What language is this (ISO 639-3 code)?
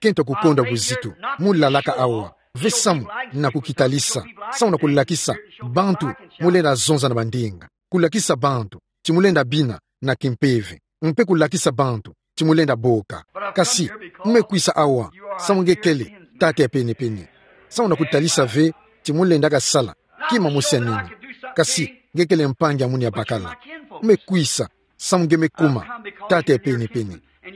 ktu